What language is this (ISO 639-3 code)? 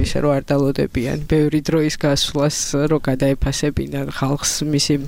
kat